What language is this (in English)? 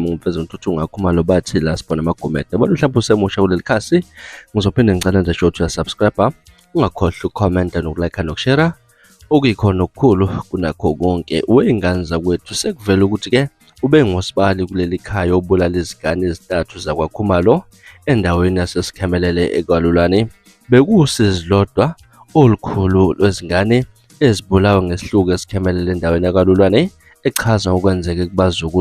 Zulu